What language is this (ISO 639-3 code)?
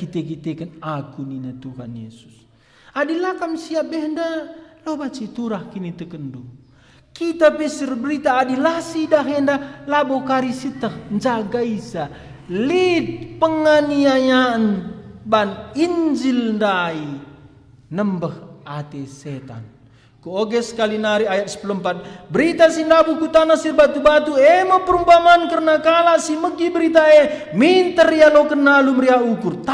btx